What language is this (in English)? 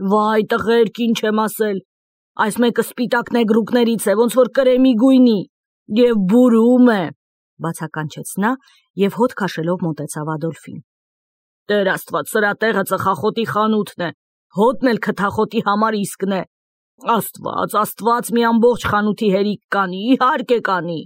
Armenian